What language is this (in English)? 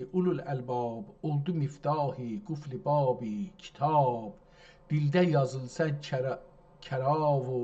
South Azerbaijani